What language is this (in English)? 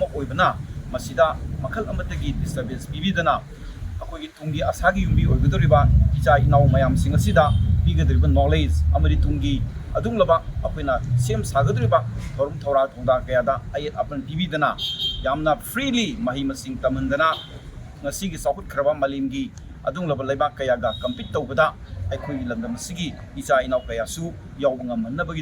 Manipuri